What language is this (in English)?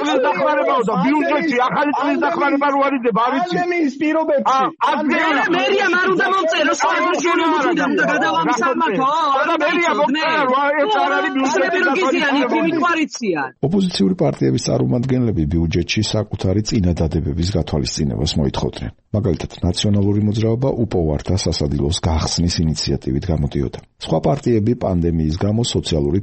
Georgian